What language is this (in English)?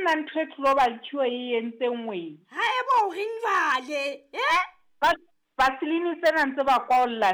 Southern Sotho